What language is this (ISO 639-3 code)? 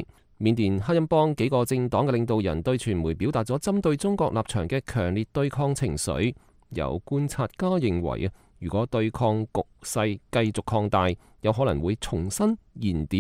yue